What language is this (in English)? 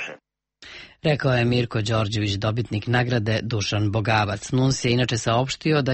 Serbian